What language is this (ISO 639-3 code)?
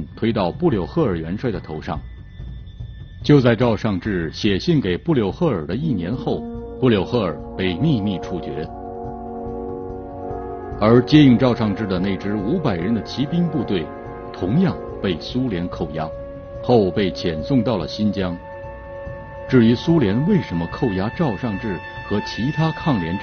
zho